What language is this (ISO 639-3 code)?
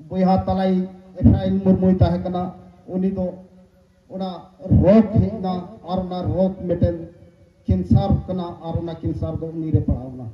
sat